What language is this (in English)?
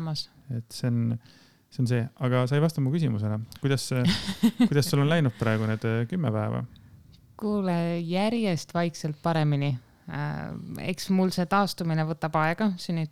Estonian